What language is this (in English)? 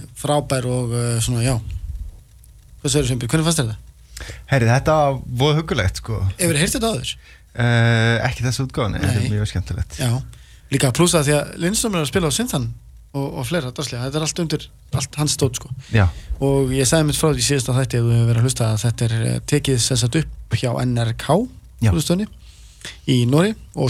Icelandic